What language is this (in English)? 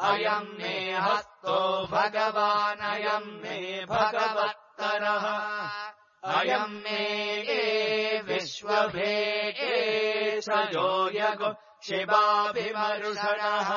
Sanskrit